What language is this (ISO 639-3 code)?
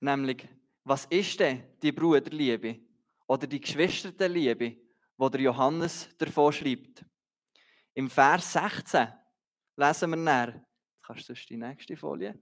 gsw